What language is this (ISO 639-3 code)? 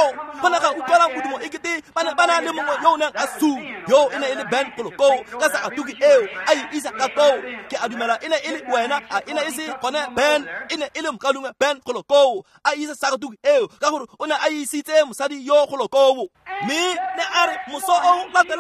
tsn